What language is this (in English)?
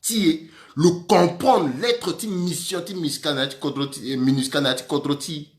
Sango